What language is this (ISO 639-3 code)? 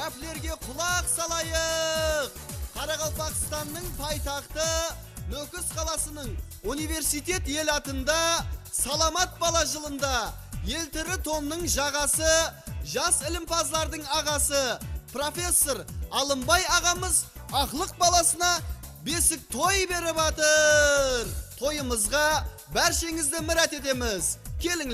kaa